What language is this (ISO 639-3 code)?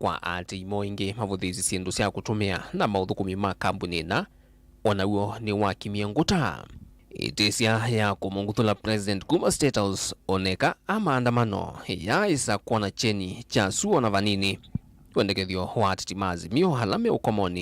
kam